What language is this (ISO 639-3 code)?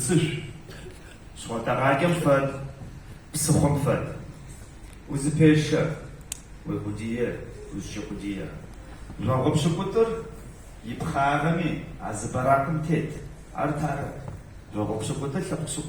ady